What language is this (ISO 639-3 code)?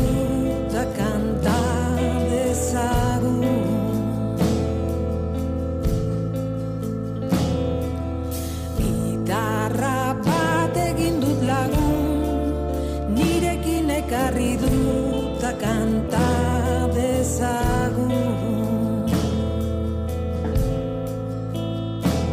eus